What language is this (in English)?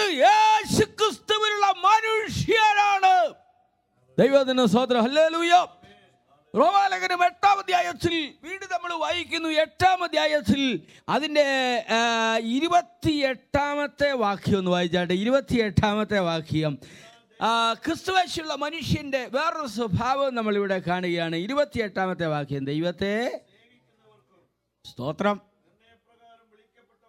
Malayalam